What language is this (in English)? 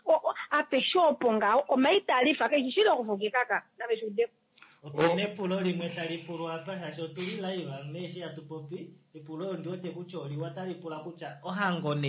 Kuanyama